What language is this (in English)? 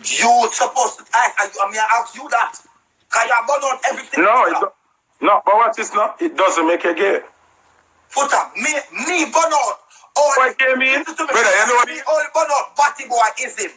Jamaican Creole English